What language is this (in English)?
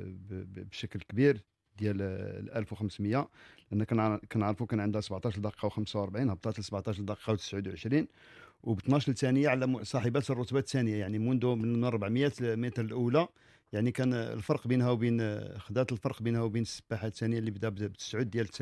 Moroccan Arabic